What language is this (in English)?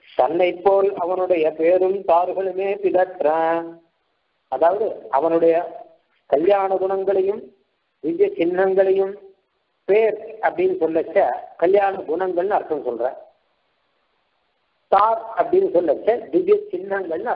Tamil